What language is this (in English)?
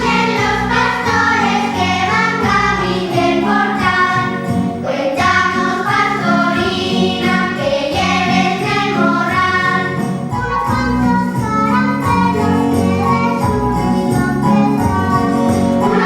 Asturian